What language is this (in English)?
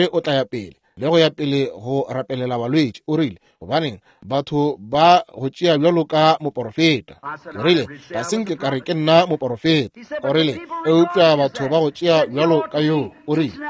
Northern Sotho